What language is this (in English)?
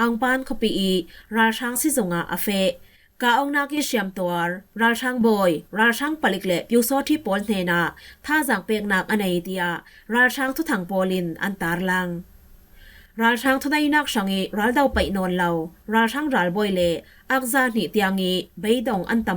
Falam Chin